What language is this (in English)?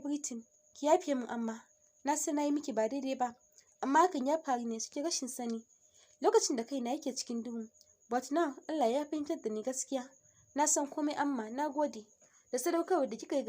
Hausa